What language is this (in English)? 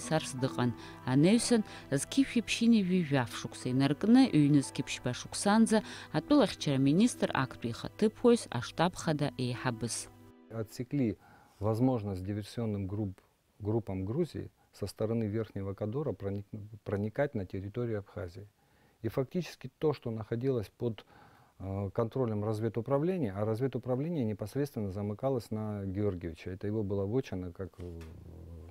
Abkhazian